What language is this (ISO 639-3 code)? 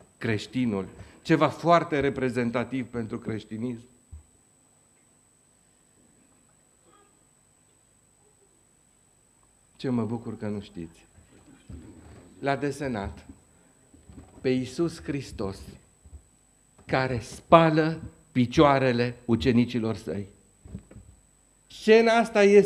ron